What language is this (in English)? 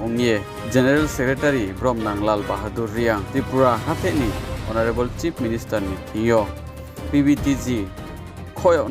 Riang (India)